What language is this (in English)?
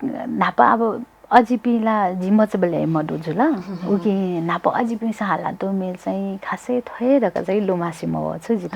Newari